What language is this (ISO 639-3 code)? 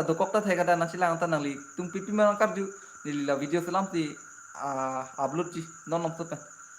mjw